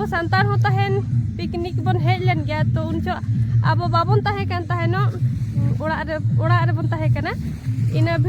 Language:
Santali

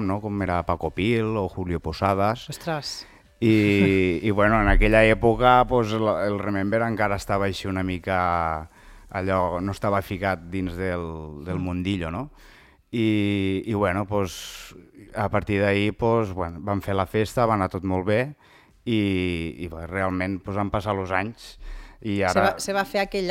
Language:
Catalan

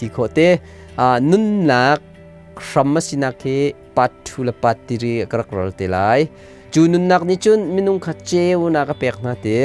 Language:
Hakha Chin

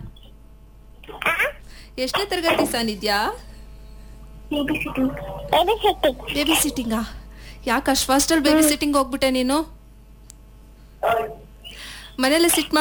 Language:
Kannada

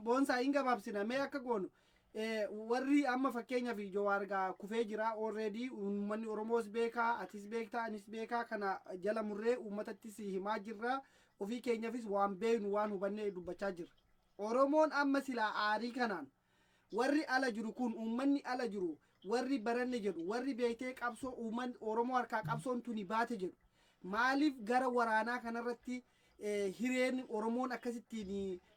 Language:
Oromo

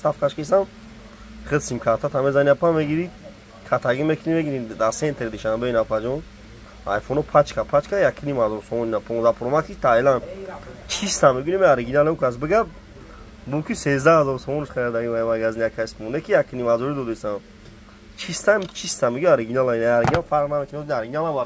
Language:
Tajik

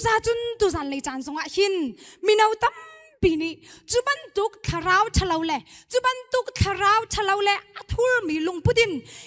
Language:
Hakha Chin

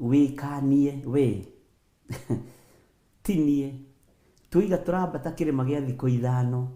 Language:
Kikuyu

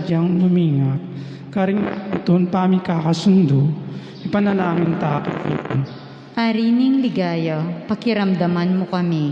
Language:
Pampanga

